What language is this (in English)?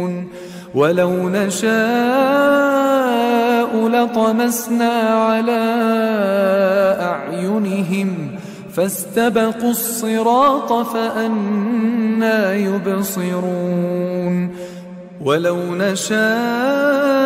Arabic